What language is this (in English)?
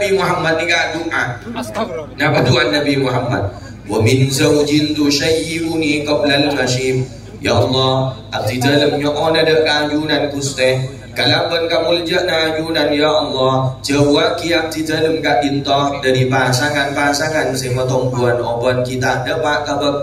Madurese